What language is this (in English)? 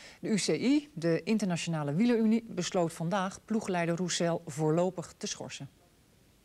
Dutch